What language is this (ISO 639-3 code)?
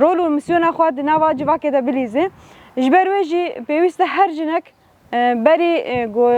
kur